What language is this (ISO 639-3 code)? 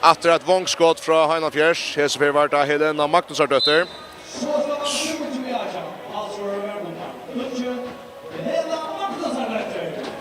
fao